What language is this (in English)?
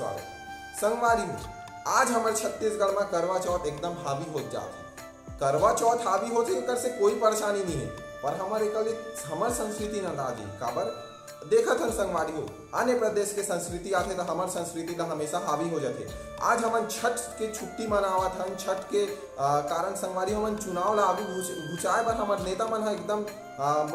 Chhattisgarhi